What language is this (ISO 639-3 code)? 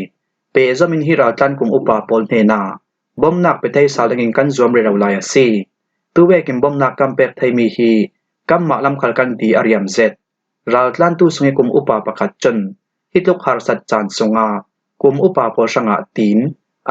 cfm